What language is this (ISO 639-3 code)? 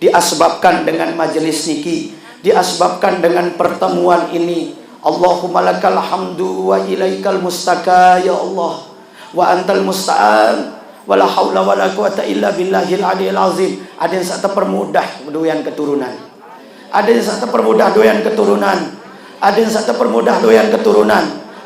sas